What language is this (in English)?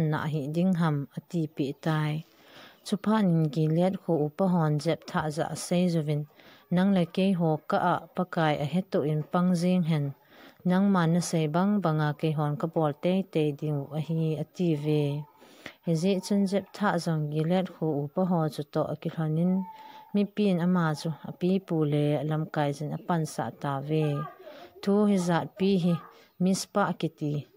Thado Chin